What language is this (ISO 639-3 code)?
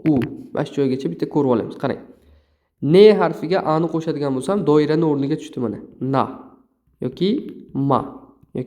uzb